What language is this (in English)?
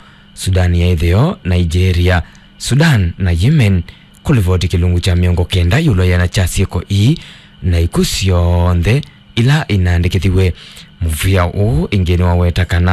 Kamba